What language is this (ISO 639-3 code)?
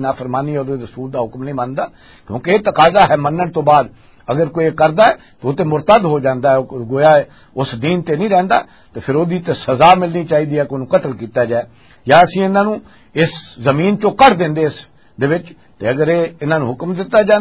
lah